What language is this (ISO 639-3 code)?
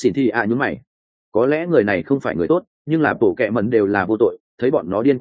vie